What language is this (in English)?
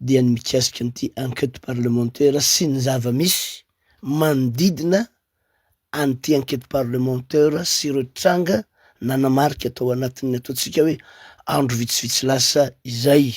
Malagasy